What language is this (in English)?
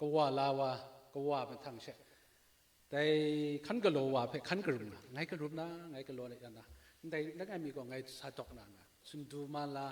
Kachin